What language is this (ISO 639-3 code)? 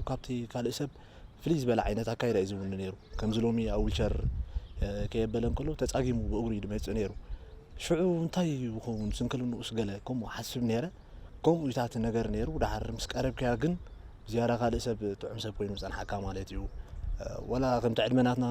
tir